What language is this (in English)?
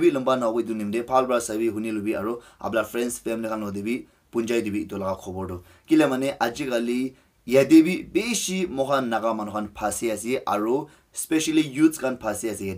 Naga Pidgin